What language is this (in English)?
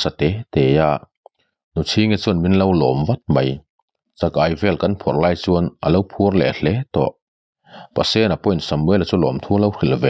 Mizo